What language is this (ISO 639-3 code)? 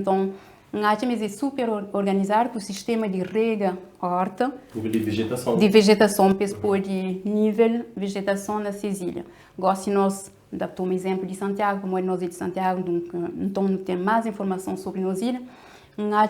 kea